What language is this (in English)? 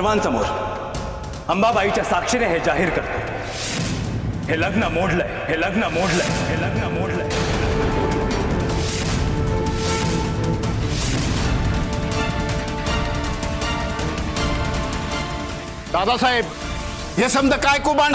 Marathi